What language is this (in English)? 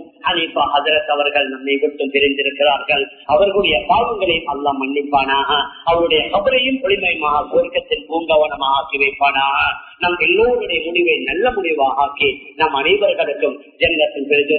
Tamil